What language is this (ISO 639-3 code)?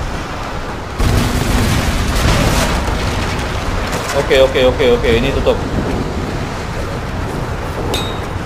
ind